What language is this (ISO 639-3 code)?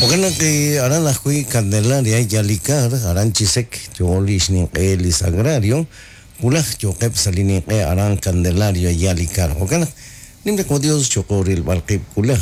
kek